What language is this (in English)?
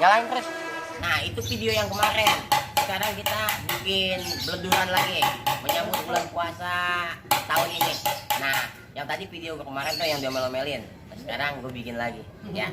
Betawi